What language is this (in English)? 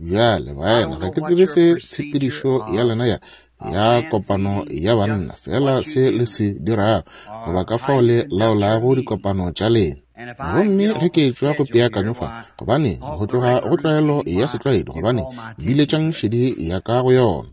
Northern Sotho